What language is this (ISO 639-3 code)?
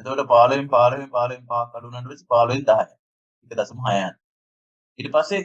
sin